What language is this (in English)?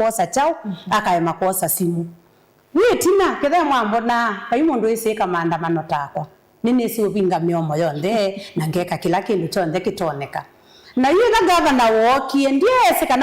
Kamba